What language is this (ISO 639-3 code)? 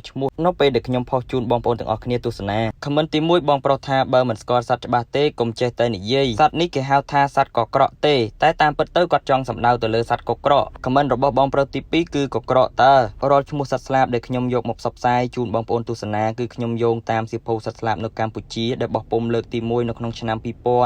khm